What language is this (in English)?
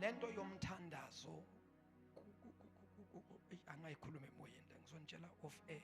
Zulu